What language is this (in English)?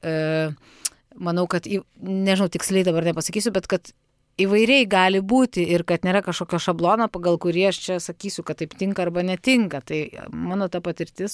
Lithuanian